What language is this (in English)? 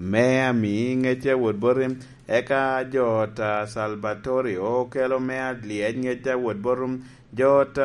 Lango (Uganda)